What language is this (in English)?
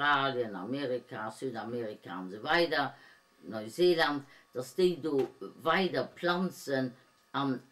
Luxembourgish